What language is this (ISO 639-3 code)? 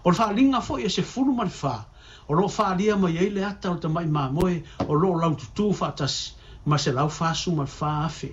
smo